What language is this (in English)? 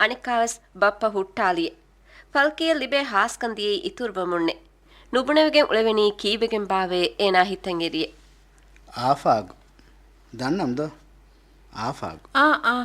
Divehi